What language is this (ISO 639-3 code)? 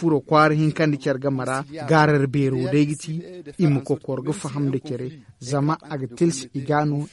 dje